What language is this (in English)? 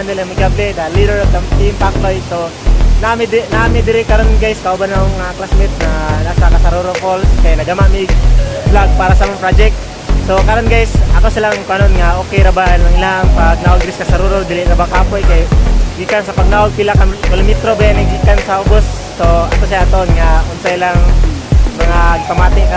Cebuano